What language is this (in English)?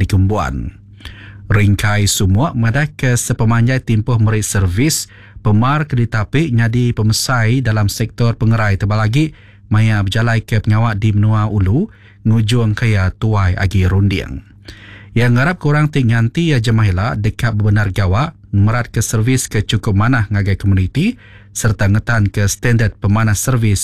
Iban